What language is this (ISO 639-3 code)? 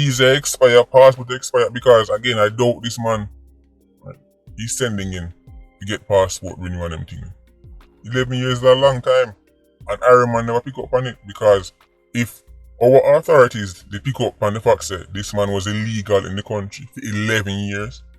jam